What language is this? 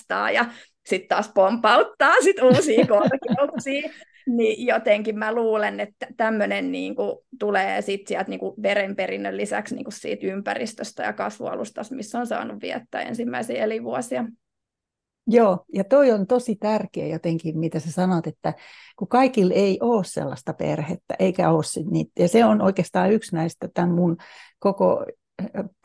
Finnish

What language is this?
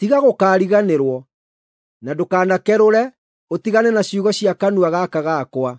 Kikuyu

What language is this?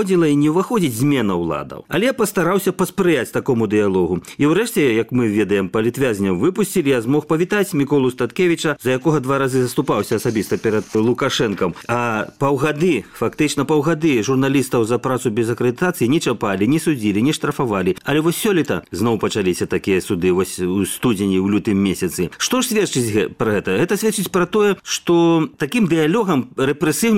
Belarusian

